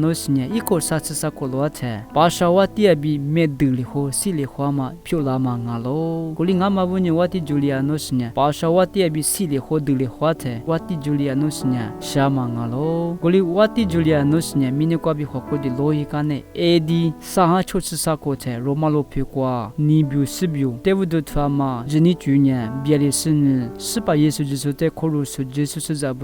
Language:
Lisu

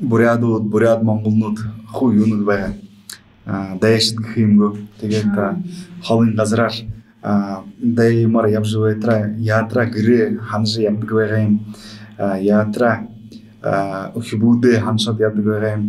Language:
Buriat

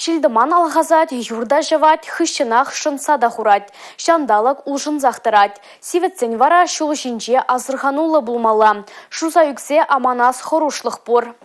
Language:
Chuvash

